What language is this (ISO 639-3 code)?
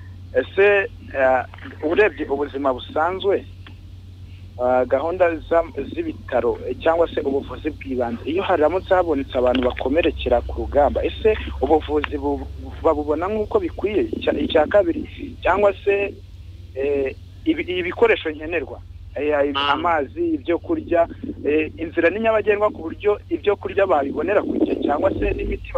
kin